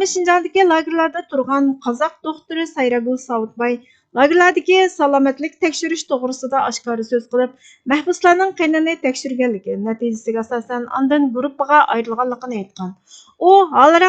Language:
Uyghur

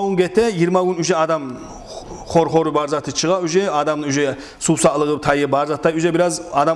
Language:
Kumyk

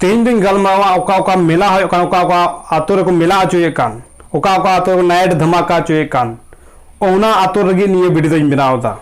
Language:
Santali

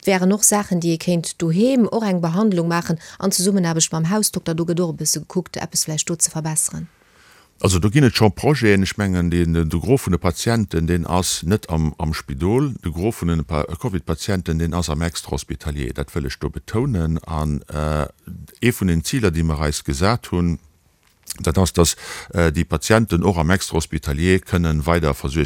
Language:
Luxembourgish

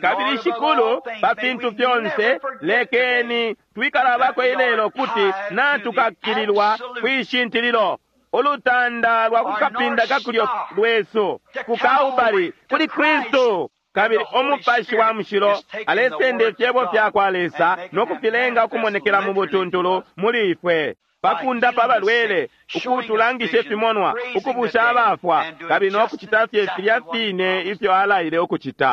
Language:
Bemba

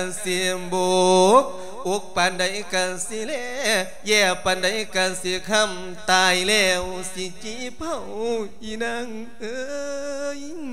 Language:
Lao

